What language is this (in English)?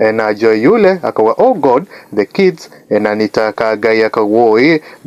Kikuyu